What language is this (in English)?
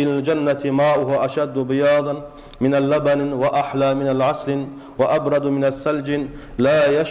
Kumyk